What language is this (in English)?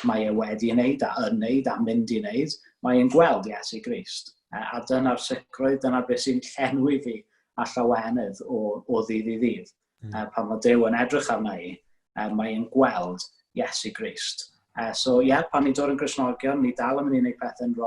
Welsh